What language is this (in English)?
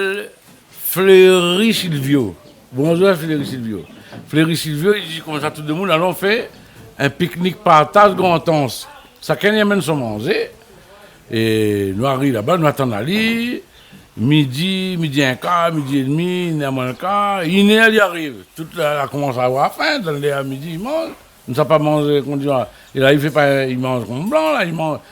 Réunion Creole French